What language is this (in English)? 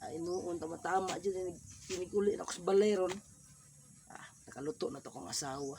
Cebuano